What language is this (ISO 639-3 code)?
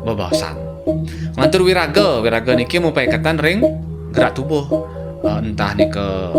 ban